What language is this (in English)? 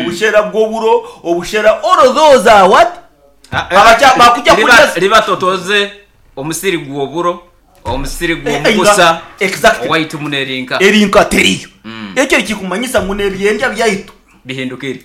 Nyankole